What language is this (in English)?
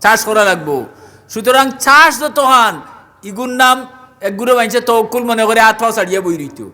Sylheti